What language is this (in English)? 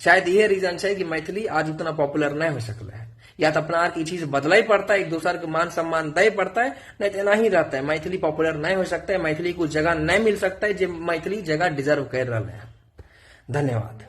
Maithili